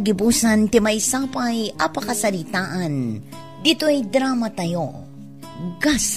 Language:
Iloko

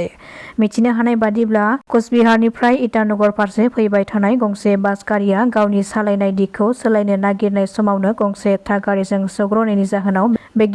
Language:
Bodo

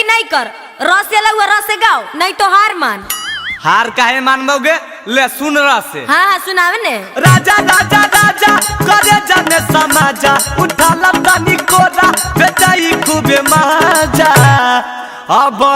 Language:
Magahi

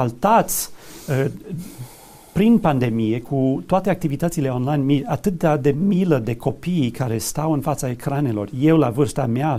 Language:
Romanian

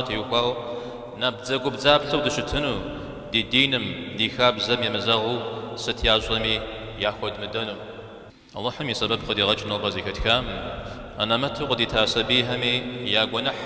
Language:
Kabardian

